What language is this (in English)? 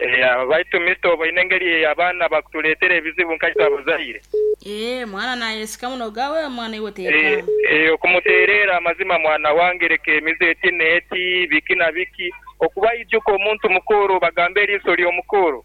Nyankole